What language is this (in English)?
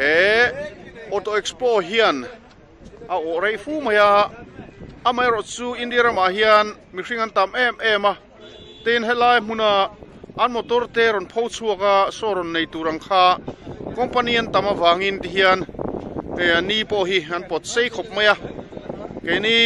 Mizo